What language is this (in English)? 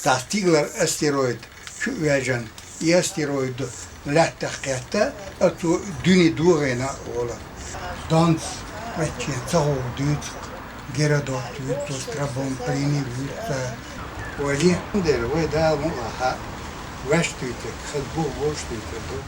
Chechen